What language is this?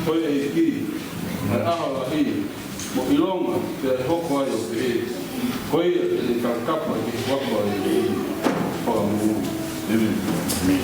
Tongan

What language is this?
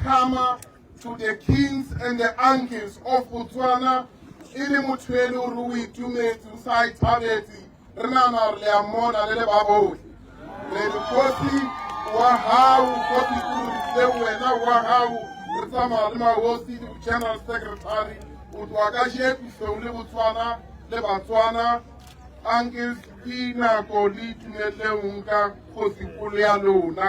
Tswana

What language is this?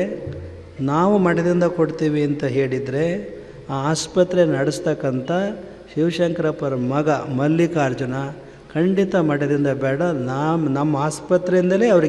Kannada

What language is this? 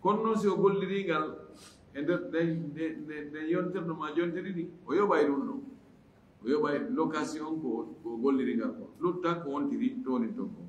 Fula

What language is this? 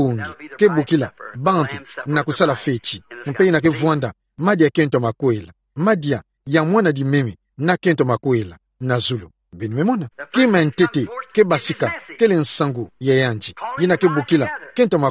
Kituba (Democratic Republic of Congo)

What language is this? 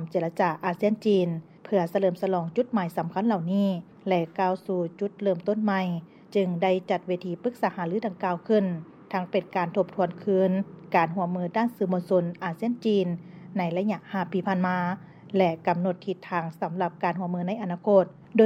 Lao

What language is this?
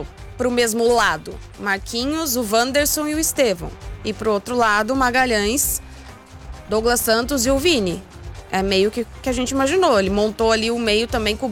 Portuguese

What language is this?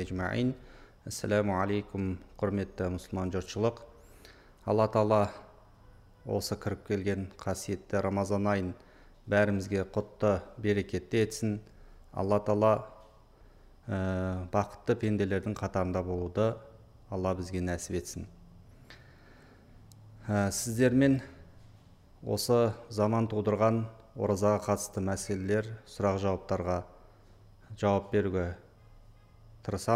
Kazakh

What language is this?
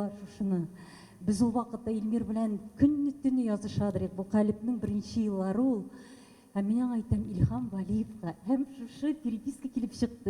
Tatar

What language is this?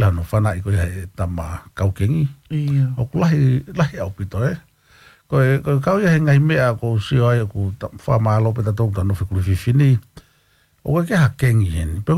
Tongan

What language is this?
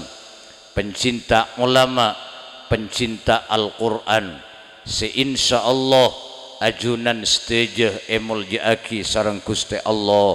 Madurese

